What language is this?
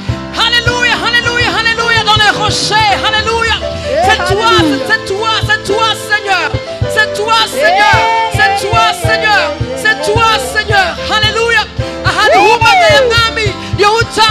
Kinyarwanda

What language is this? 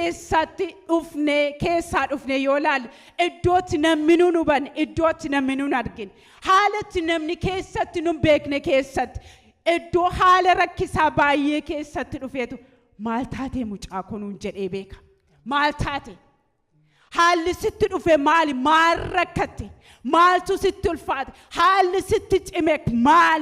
Oromo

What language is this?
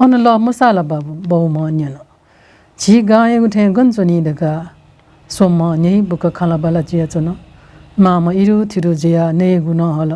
Newari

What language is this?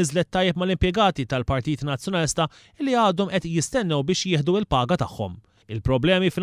Maltese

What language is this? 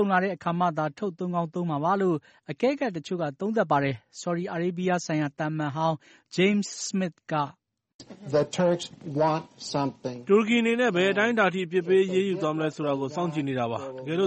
Burmese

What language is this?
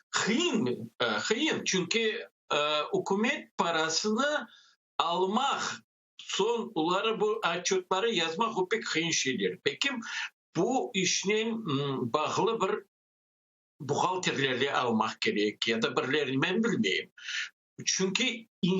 Crimean Tatar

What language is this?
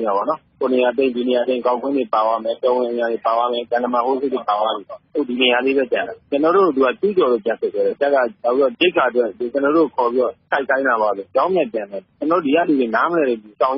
Burmese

